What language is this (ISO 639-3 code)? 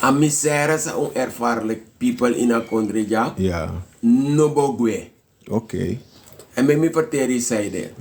srn